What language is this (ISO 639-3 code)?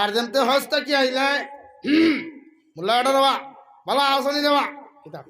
syl